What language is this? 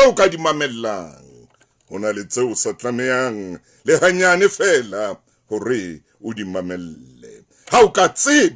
Southern Sotho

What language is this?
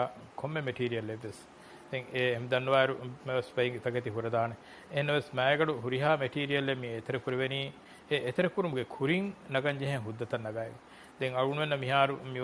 Divehi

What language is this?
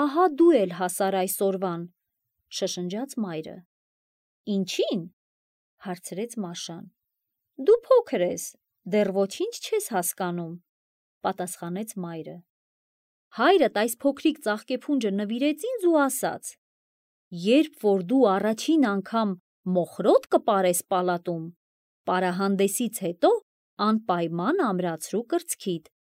Armenian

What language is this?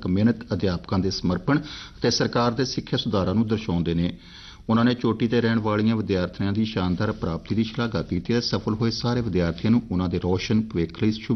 Punjabi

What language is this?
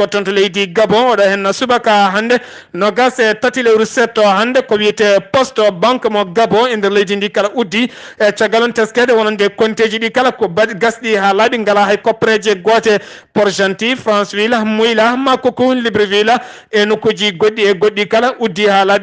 Fula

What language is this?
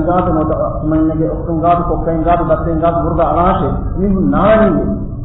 Divehi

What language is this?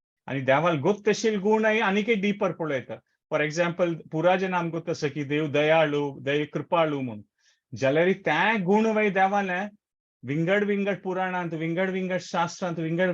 Konkani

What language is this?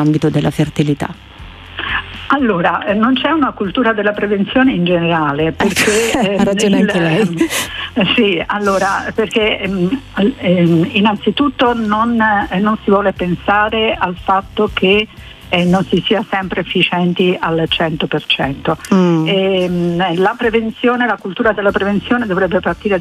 Italian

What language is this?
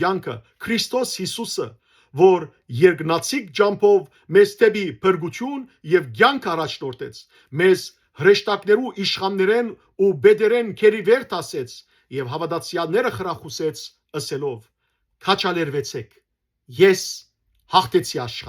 Western Armenian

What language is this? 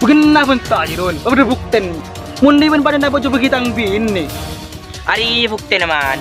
Madurese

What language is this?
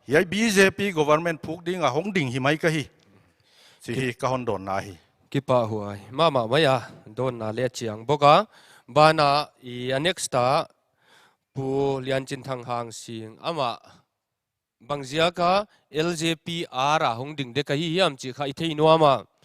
Paite Chin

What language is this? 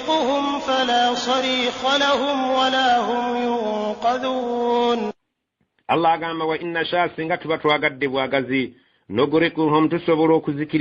Ganda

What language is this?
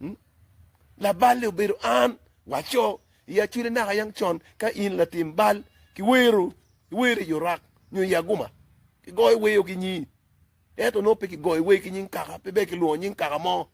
Acoli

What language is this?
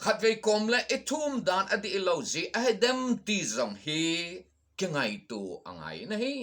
Thado Chin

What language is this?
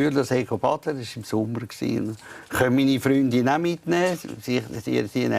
Swiss German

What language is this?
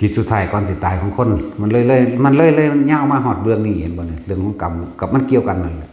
Northeastern Thai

